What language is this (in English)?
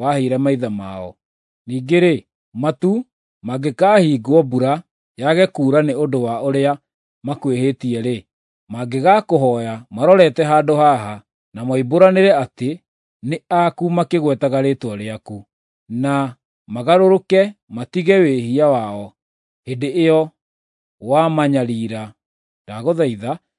Kikuyu